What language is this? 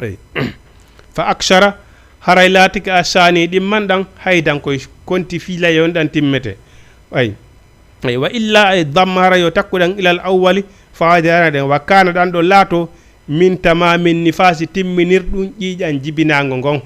Fula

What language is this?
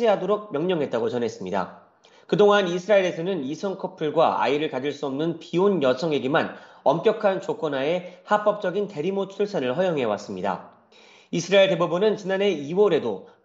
Korean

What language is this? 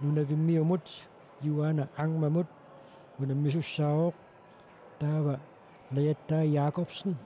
Kalaallisut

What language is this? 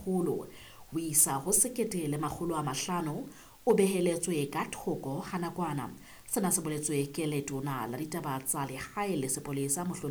Southern Sotho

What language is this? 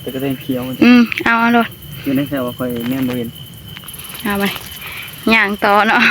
Northeastern Thai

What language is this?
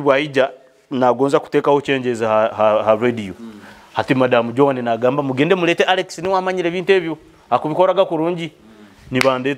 Nyoro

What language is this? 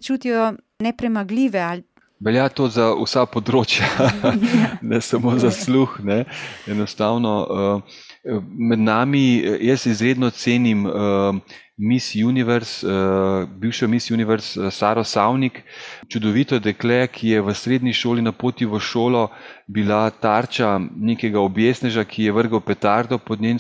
Slovenian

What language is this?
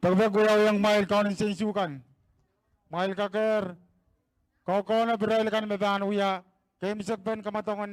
Pohnpeian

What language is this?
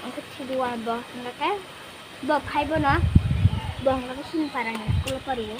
Kok Borok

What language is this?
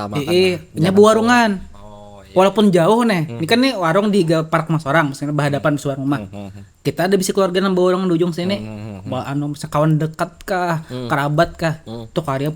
Banjar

